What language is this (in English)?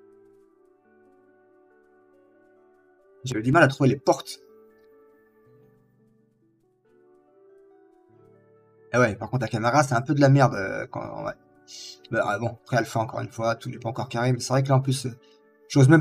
French